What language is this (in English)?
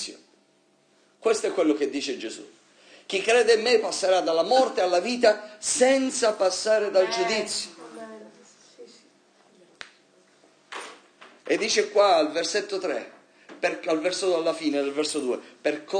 Italian